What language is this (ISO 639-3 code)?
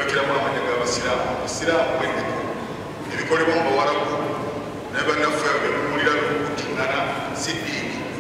lug